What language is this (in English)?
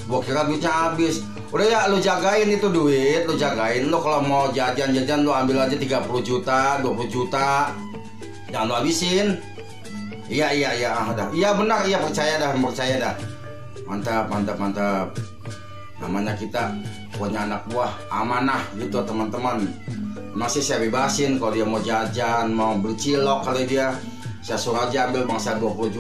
Betawi